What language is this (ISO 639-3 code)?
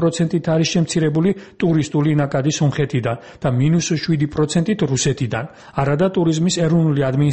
kat